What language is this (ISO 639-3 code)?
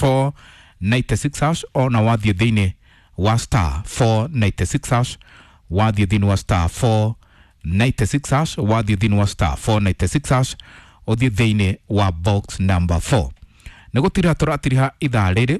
kik